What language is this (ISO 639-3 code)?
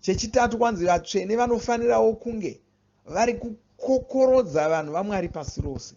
sna